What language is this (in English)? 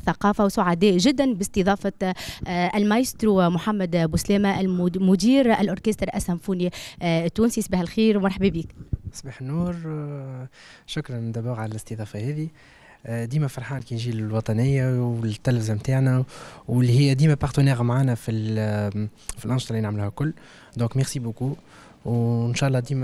Tunisian Arabic